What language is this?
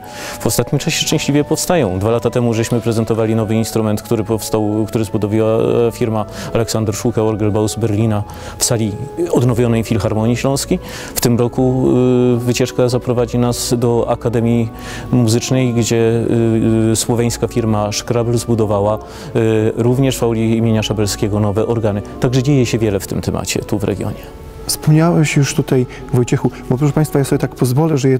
Polish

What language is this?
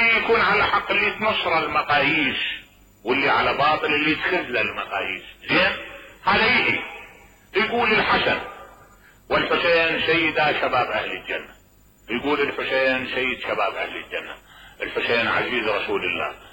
Mesopotamian Arabic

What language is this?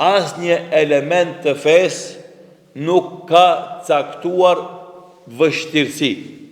Albanian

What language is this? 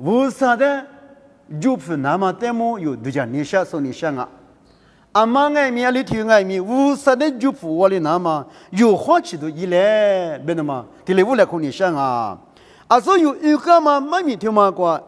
Lisu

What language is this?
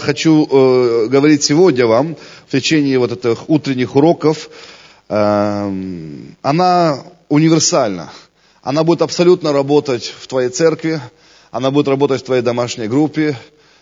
Russian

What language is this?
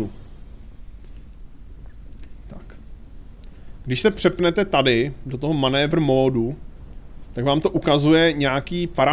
Czech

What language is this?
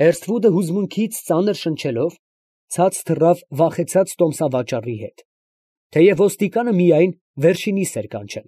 Armenian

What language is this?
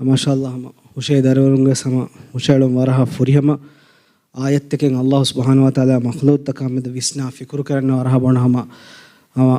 Divehi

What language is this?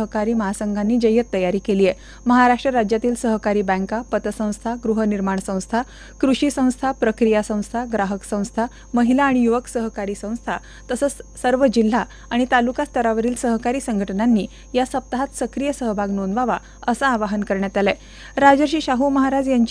Marathi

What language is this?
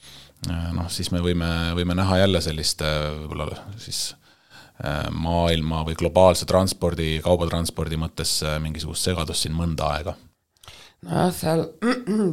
Estonian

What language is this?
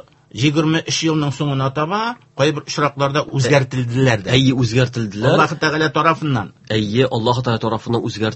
Tatar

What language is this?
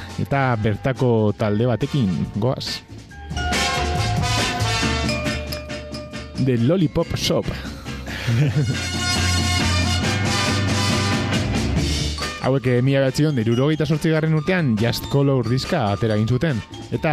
Basque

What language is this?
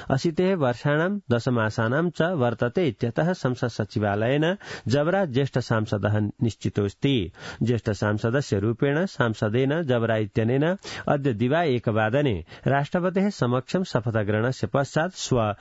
Sanskrit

